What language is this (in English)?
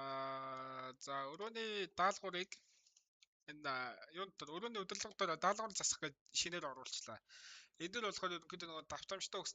Mongolian